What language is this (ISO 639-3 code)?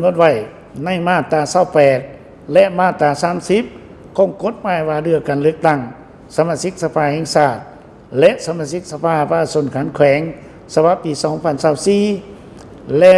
lao